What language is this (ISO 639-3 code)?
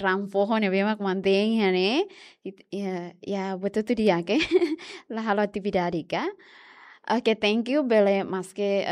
tet